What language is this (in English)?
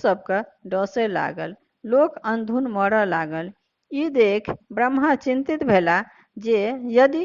Maithili